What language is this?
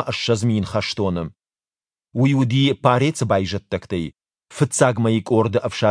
Ossetic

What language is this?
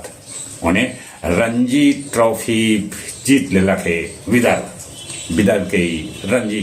Magahi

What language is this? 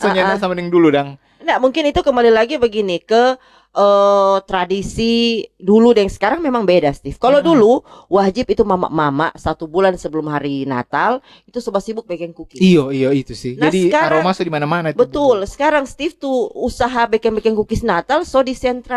Manado Malay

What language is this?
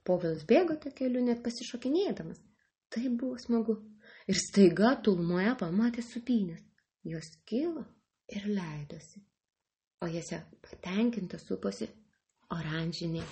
Lithuanian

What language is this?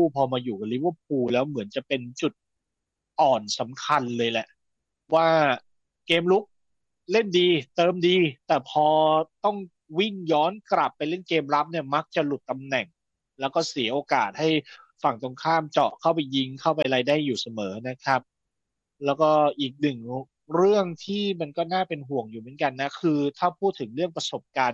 Thai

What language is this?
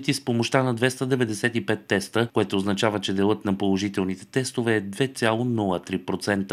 Bulgarian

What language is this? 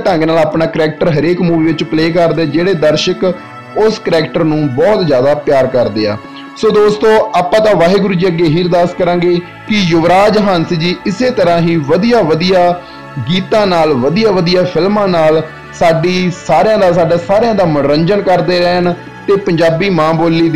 Punjabi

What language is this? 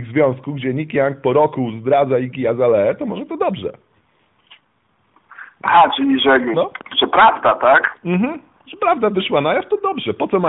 Polish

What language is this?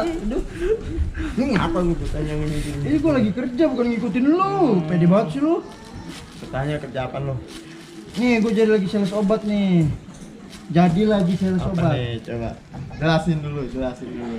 Betawi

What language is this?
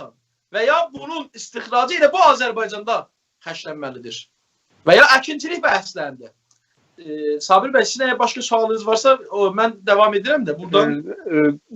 South Azerbaijani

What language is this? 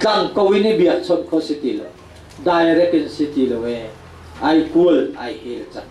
Hakha Chin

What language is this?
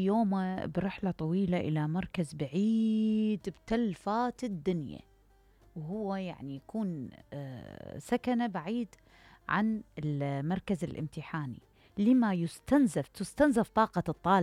Mesopotamian Arabic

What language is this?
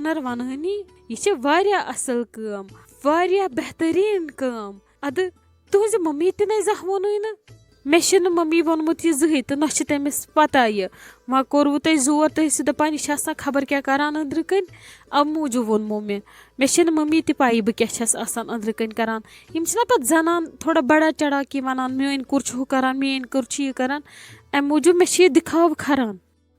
Kashmiri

